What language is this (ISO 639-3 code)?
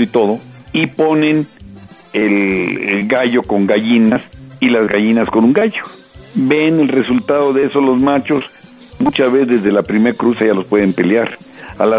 spa